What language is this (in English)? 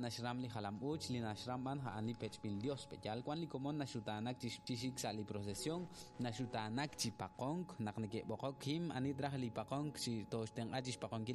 Kekchí